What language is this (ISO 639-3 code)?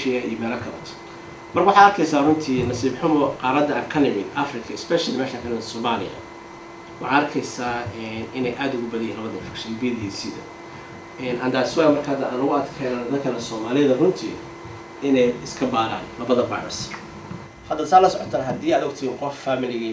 som